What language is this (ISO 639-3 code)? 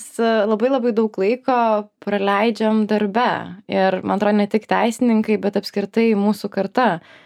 lit